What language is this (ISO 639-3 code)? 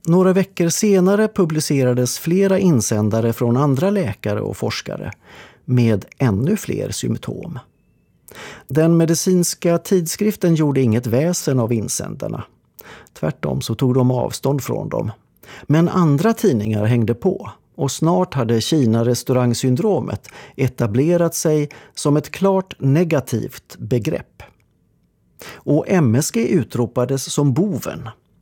swe